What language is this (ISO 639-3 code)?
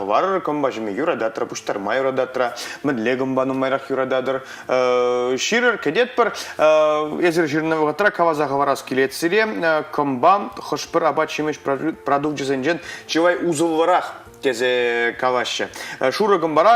chv